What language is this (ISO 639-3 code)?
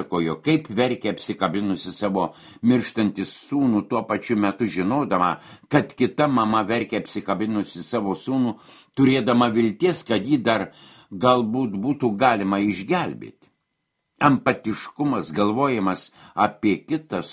lit